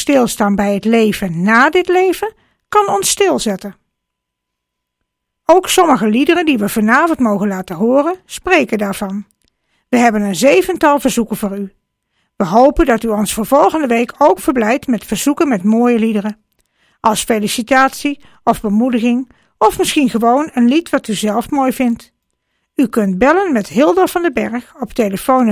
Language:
Dutch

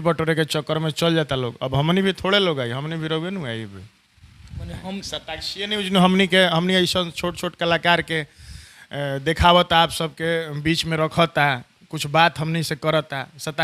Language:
Bhojpuri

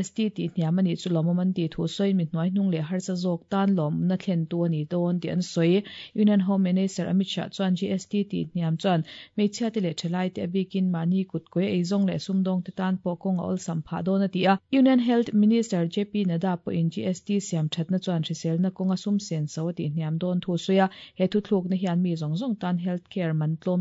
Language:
Mizo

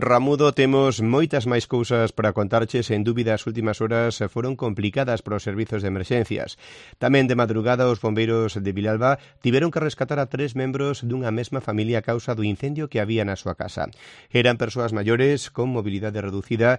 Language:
Galician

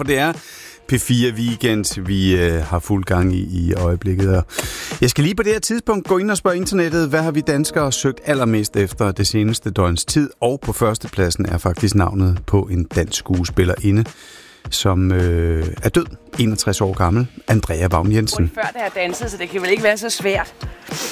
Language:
Danish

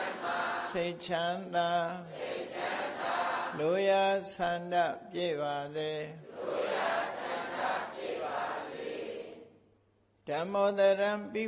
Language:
Burmese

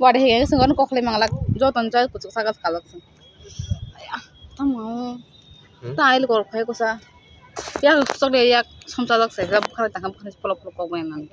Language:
Kok Borok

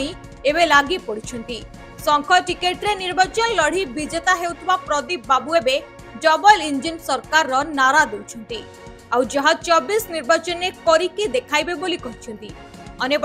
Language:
Odia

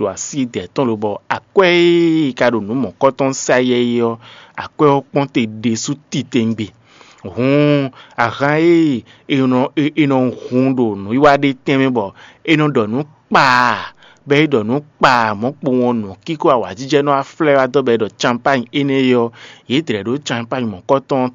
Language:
Fon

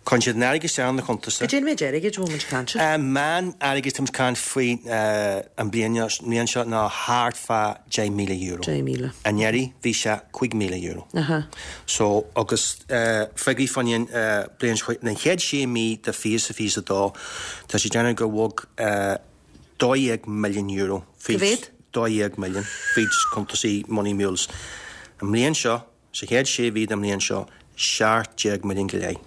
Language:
Irish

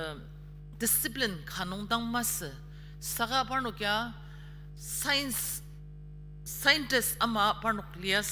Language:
Ao Naga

